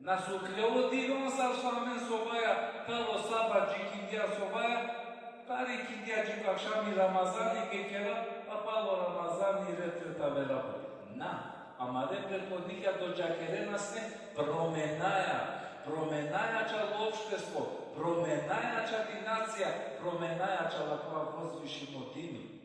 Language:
Balkan Romani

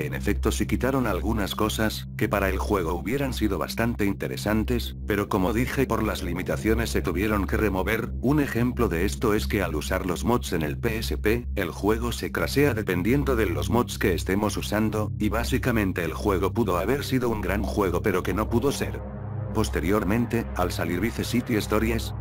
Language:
Spanish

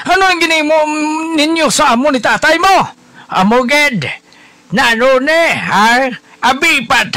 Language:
Hiligaynon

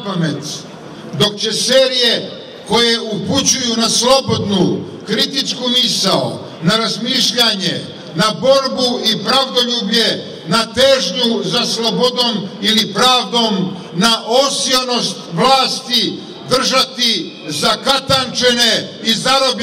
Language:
Serbian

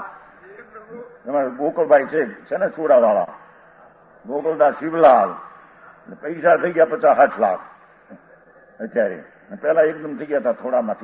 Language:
Gujarati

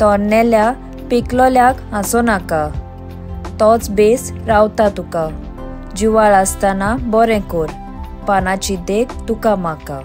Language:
Konkani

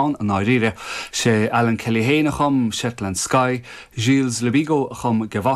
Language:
Irish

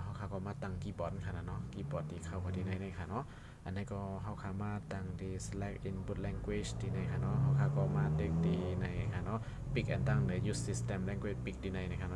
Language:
Shan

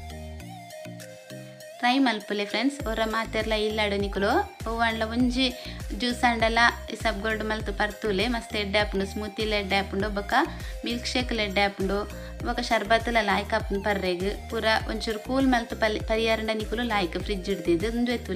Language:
Tulu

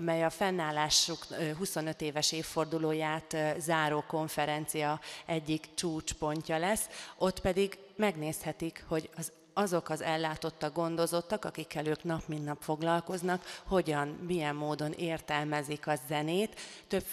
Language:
Hungarian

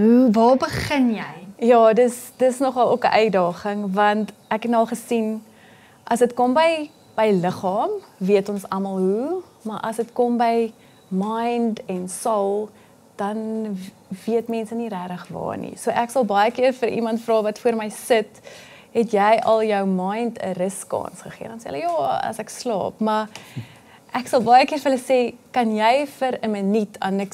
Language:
Afrikaans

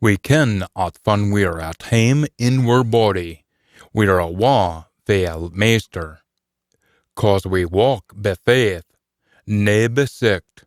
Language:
Scots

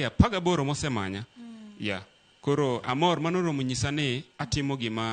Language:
Luo (Kenya and Tanzania)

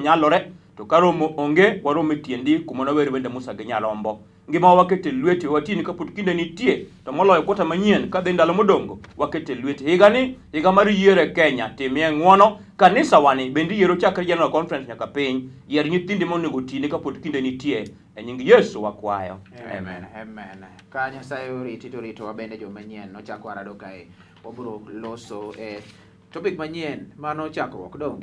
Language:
Luo (Kenya and Tanzania)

